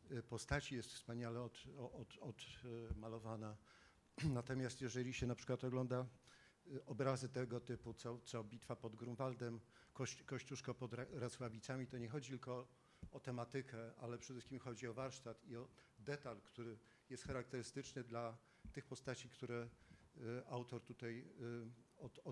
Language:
Polish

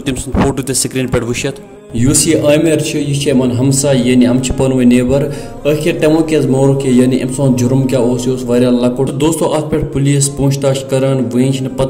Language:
Kashmiri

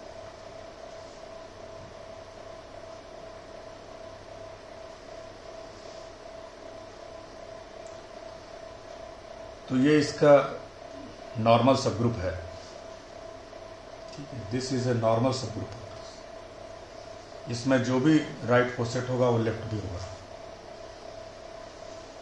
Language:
Hindi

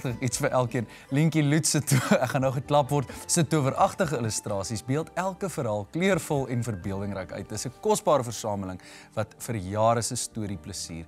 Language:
Afrikaans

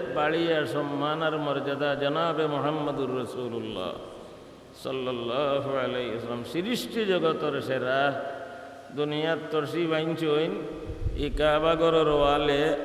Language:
Sylheti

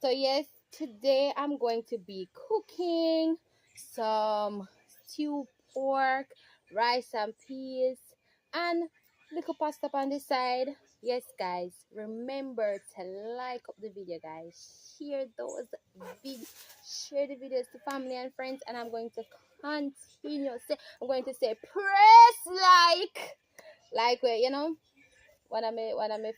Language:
Jamaican Creole English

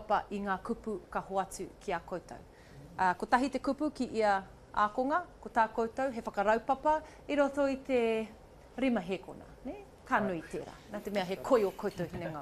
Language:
Māori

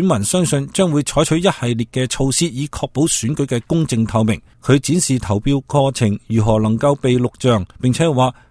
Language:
Cantonese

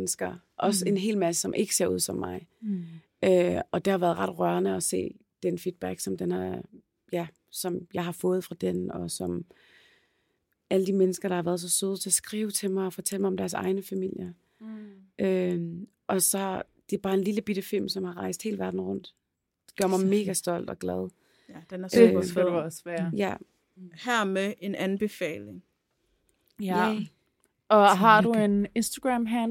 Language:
Danish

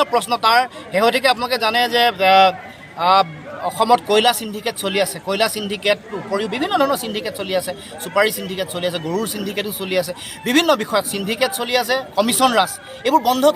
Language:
Assamese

